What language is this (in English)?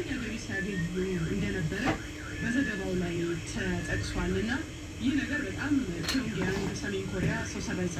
Amharic